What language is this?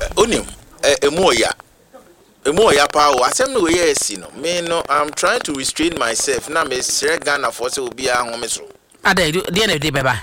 Akan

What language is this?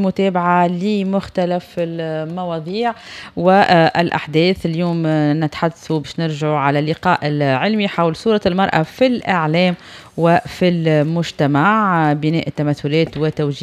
Tunisian Arabic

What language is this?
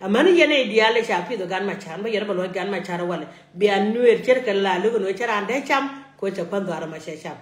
Nuer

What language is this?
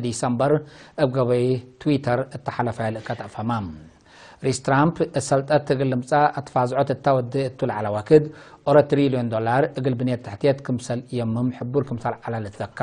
Tigre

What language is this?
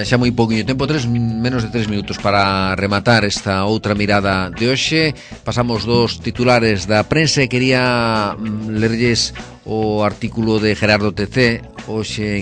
Galician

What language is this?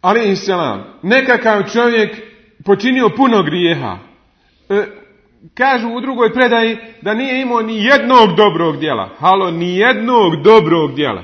Bosnian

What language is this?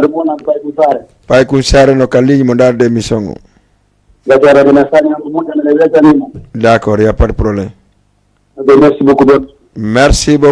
Fula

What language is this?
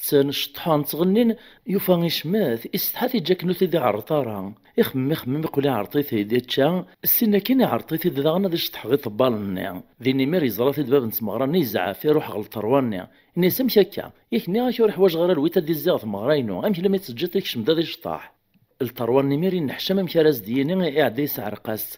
Kabyle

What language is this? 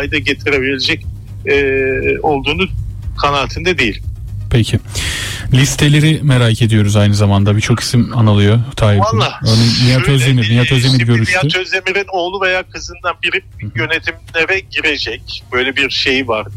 Turkish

